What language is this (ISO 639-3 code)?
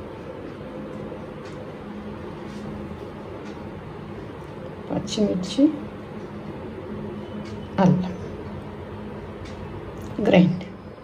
tel